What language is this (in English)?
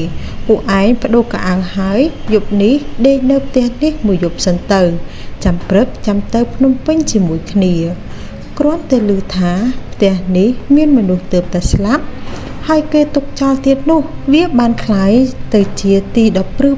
Khmer